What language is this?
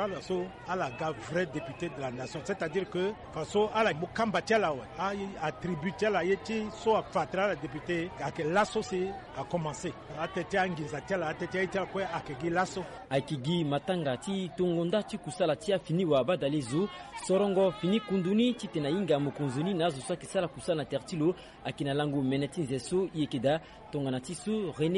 Sango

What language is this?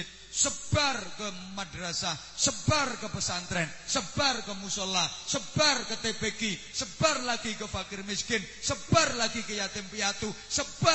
Javanese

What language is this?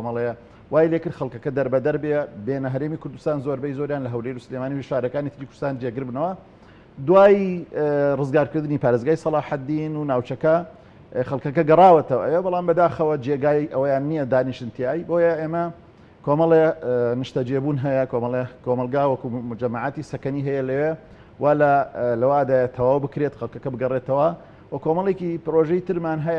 Central Kurdish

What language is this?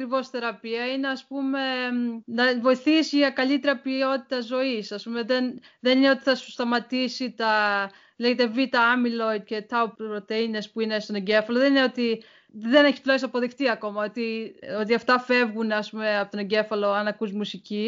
Greek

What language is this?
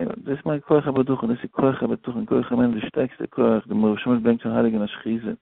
Yiddish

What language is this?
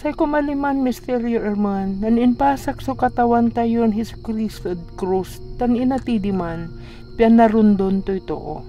Pangasinan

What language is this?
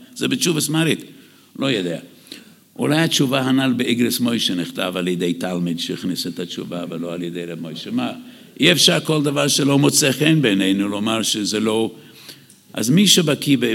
Hebrew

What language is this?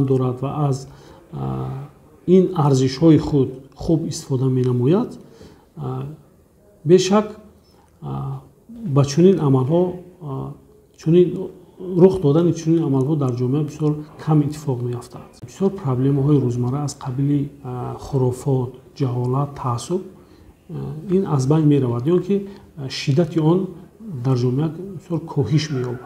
Tajik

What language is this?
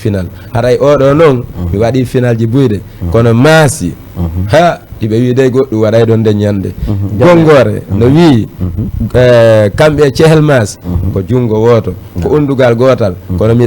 Fula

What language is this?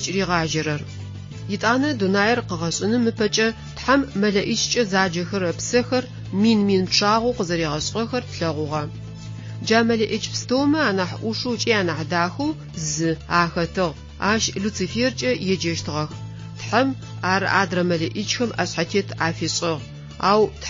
Adyghe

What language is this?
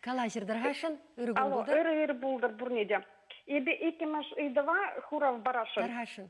Chuvash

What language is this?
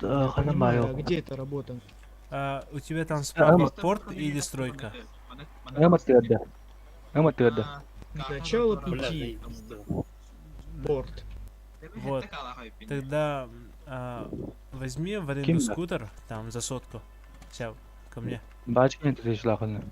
Yakut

